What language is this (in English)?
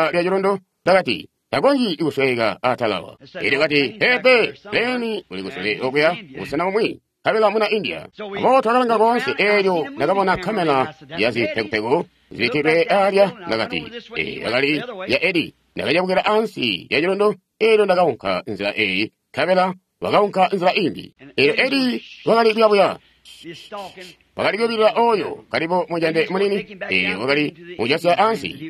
Tonga (Zambia)